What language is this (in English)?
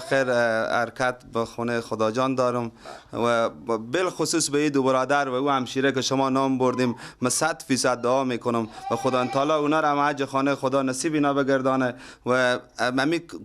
Persian